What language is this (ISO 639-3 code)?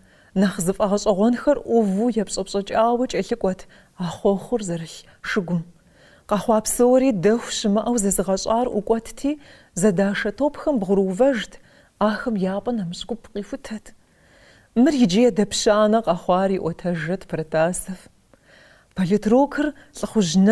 kbd